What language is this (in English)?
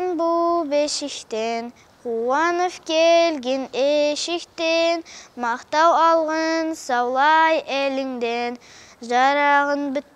Karachay-Balkar